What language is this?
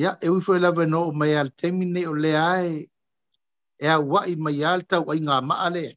Samoan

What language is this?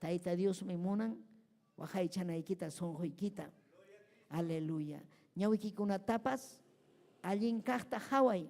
Ayacucho Quechua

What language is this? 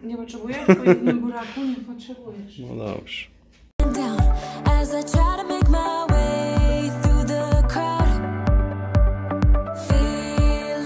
Polish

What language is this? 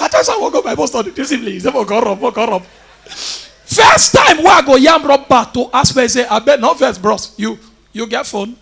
Nigerian Pidgin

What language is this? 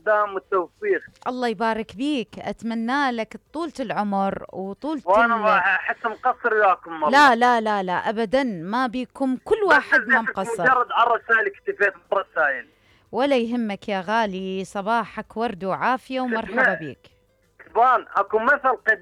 Mesopotamian Arabic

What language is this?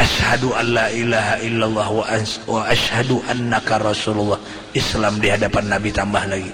Banjar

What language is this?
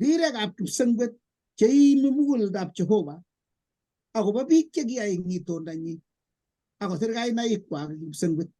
Kalenjin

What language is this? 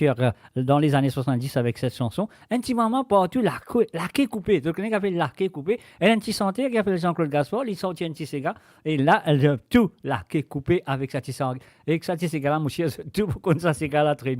Morisyen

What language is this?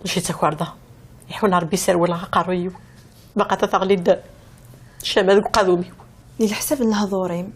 Kabyle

